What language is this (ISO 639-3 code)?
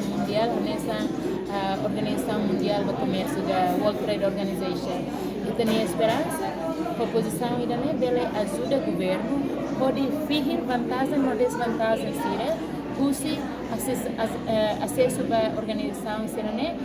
tet